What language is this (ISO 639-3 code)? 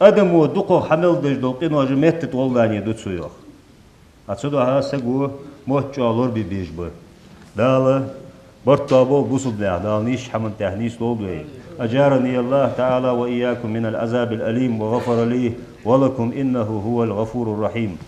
inh